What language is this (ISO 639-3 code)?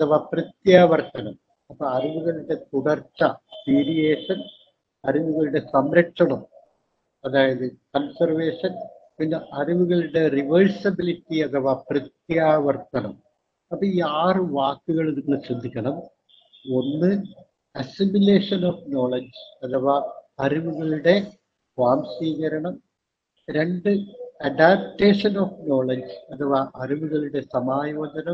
mal